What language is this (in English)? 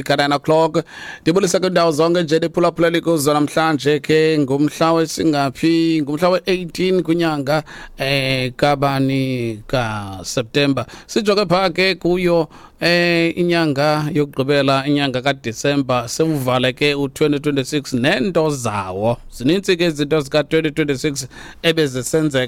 Xhosa